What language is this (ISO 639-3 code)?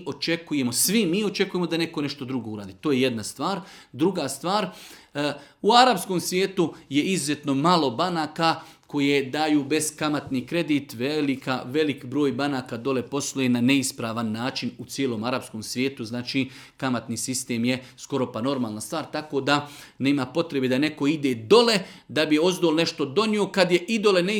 srp